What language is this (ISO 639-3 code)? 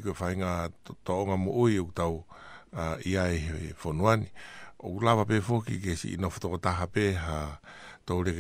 ton